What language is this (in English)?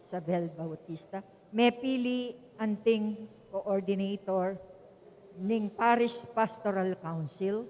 Pampanga